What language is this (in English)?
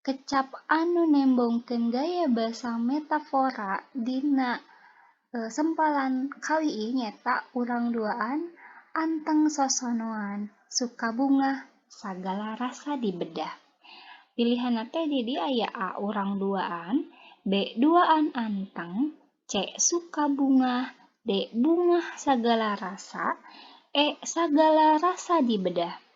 Sundanese